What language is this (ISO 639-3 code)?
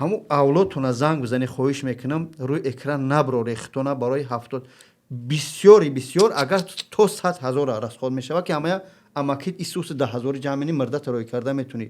tgk